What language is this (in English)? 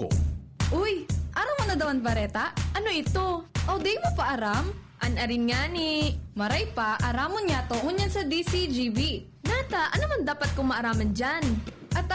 Bikol